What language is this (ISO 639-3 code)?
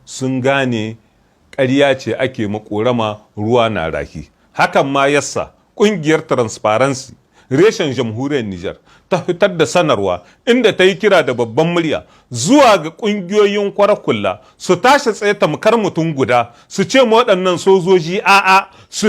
hau